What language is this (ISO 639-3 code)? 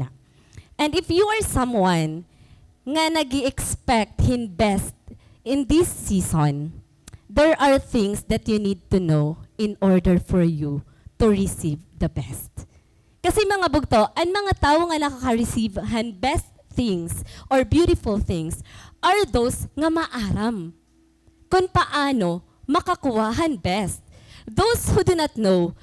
war